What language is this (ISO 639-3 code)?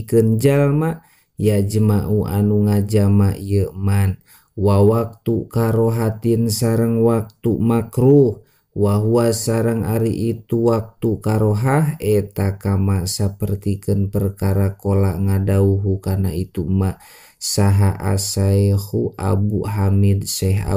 sun